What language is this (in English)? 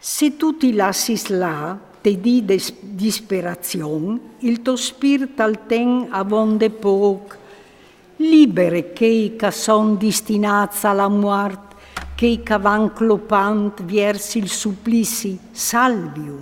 Friulian